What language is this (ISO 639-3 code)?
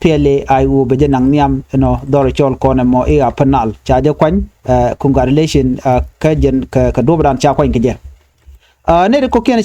nus